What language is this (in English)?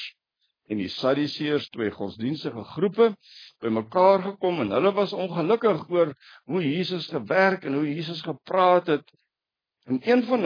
Afrikaans